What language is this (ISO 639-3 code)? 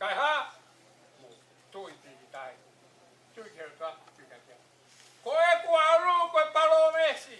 ton